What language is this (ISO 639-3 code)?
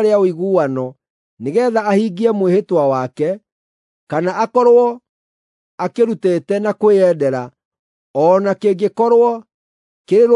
kik